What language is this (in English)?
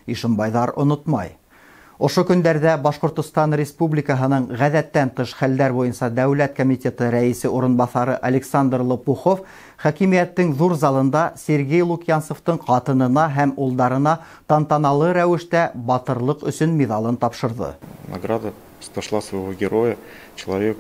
Bashkir